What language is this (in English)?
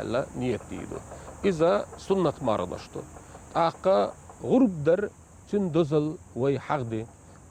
Chechen